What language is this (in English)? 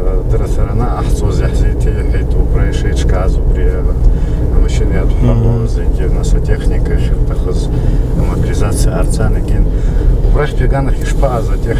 Abkhazian